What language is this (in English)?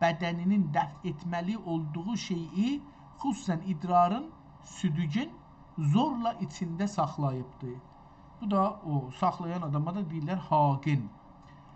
South Azerbaijani